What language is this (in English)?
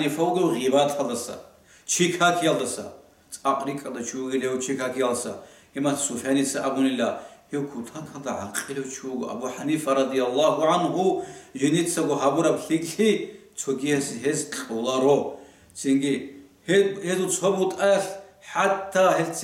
Avaric